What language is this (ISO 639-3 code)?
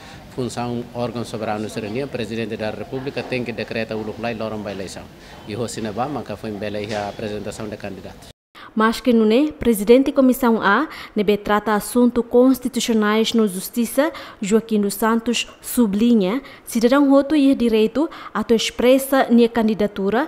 tet